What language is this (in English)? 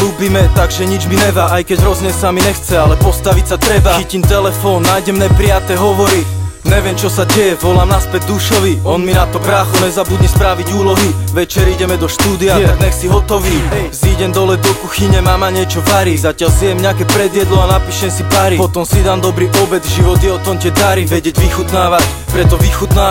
Slovak